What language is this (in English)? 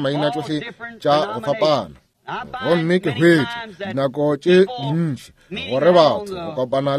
Northern Sotho